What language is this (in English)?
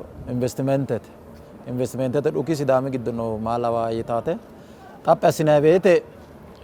Sidamo